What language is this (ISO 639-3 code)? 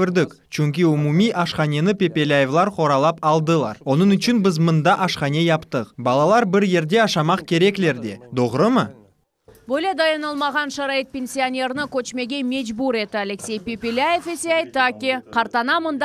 crh